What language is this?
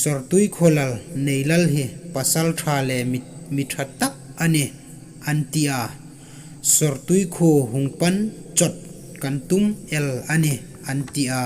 Hmar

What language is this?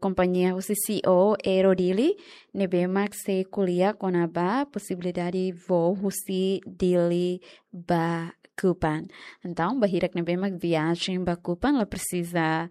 Tetum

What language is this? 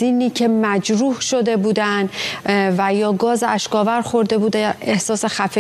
Persian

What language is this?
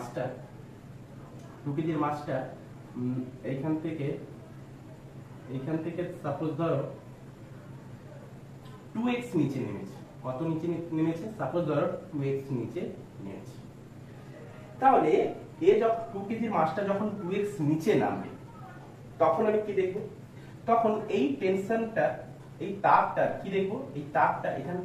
Bangla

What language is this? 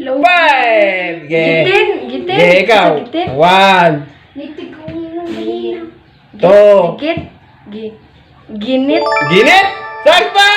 Cebuano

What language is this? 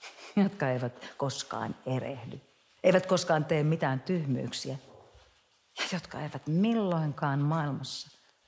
Finnish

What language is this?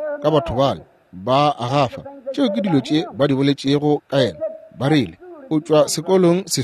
Northern Sotho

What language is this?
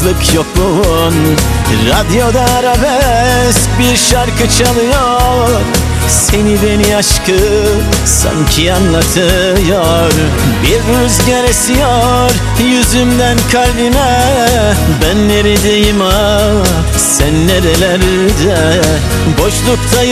Turkish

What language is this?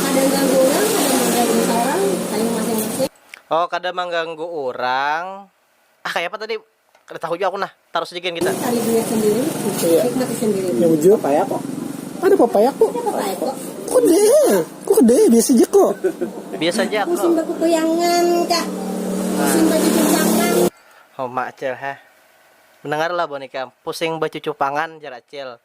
Banjar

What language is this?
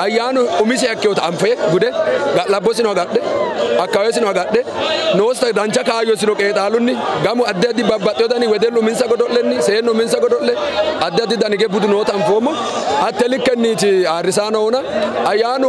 Sidamo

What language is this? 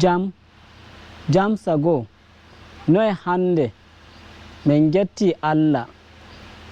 Nigerian Fulfulde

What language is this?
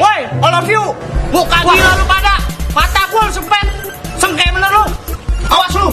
Betawi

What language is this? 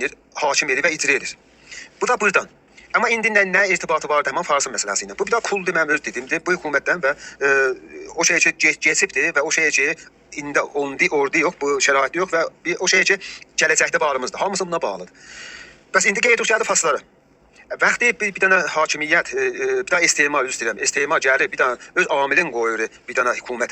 South Azerbaijani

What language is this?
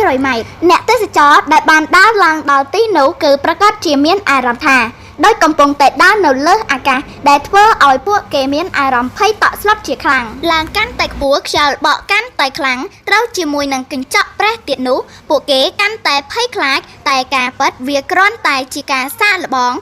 Khmer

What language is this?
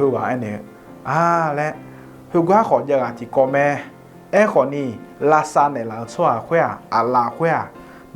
Akha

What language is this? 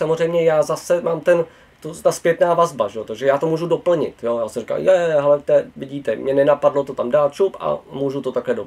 Czech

